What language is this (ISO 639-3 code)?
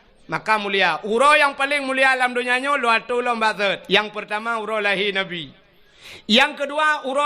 ace